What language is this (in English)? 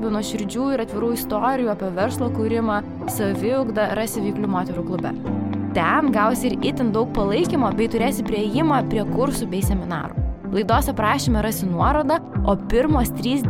Lithuanian